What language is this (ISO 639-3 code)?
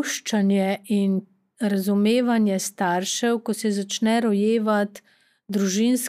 slv